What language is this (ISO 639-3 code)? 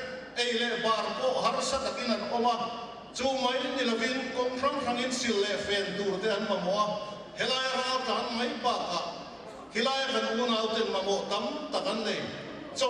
lus